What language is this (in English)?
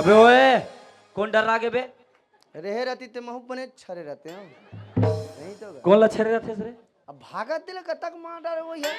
Chhattisgarhi